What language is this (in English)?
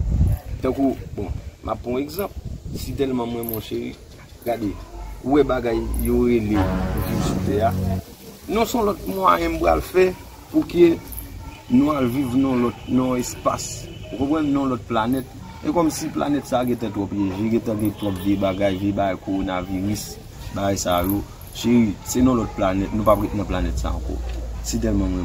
Haitian Creole